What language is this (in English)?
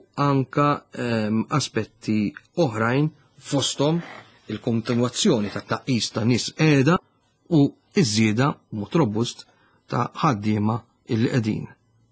Maltese